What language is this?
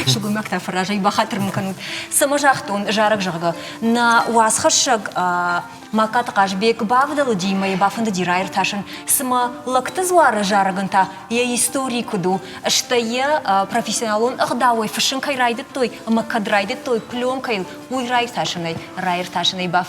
Ossetic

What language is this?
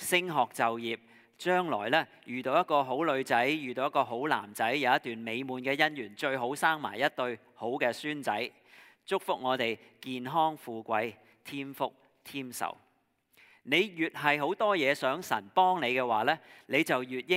Cantonese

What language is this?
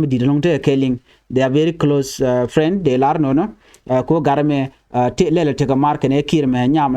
Nuer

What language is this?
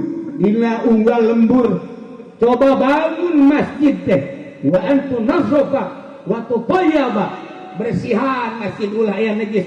Sundanese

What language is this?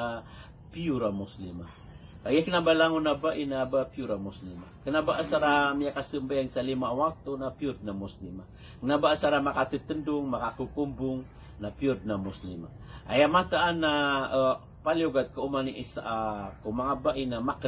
Maranao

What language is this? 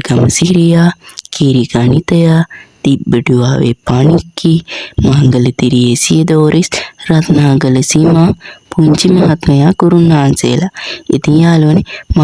Sinhala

